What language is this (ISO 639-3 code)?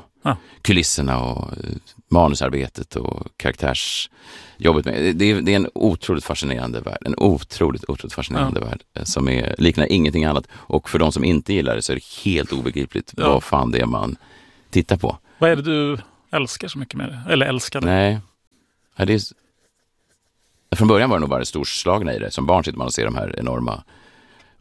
swe